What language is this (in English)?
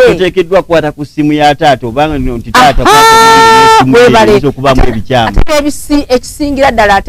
Ganda